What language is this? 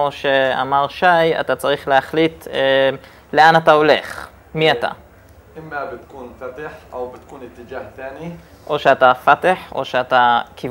Hebrew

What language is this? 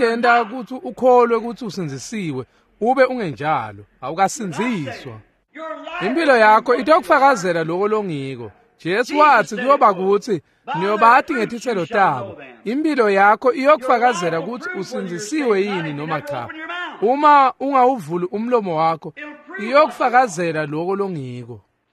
Swati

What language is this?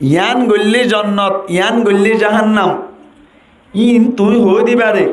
Rohingya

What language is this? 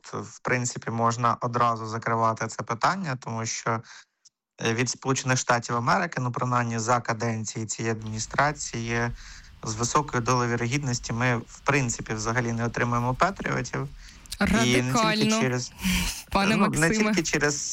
Ukrainian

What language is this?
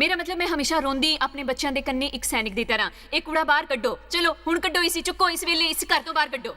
Dogri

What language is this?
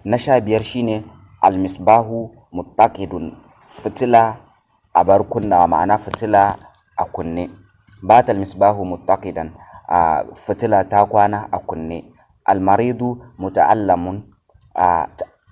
Hausa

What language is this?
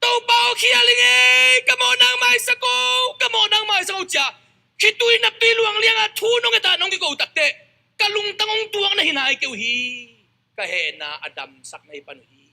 Tedim Chin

